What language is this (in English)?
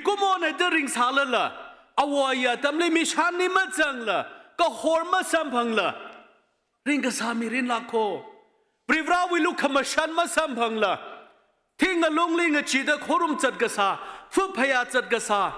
Tangkhul Naga (India)